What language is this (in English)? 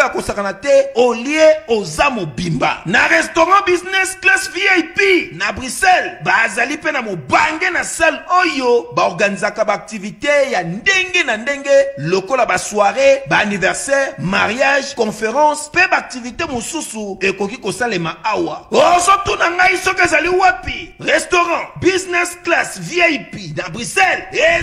Lingala